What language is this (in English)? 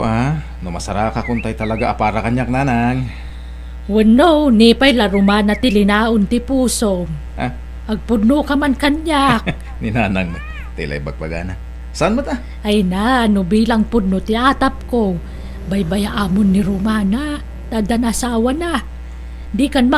Iloko